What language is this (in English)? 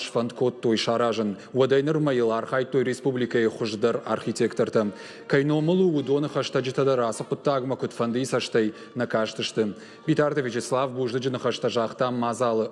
Ossetic